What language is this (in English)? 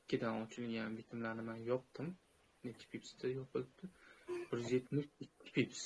Uzbek